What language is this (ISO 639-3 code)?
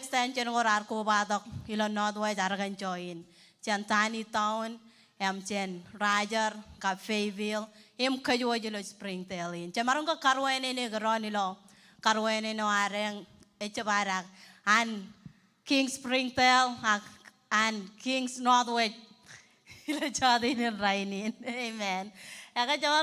mah